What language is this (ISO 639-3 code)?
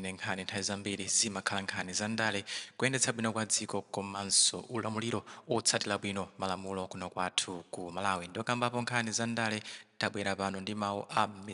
nya